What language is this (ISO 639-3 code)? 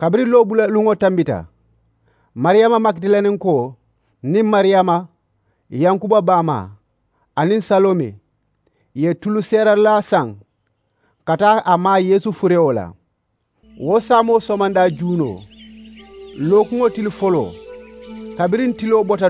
man